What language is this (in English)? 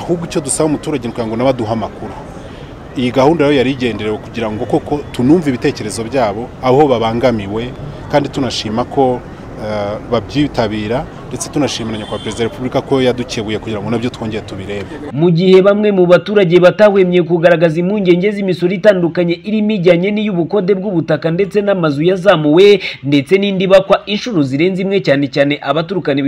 Kinyarwanda